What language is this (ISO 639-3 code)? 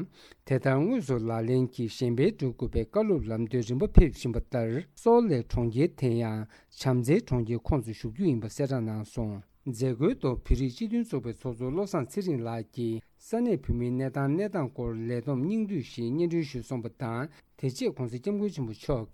bod